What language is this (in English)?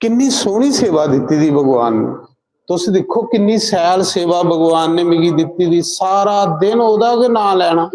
Dogri